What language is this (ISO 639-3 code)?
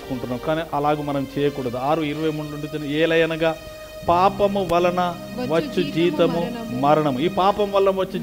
tel